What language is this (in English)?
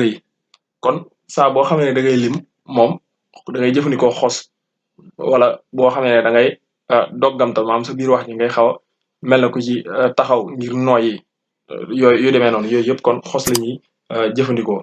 Wolof